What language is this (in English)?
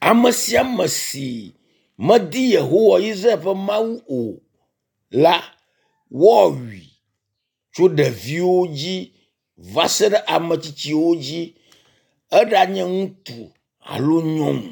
Ewe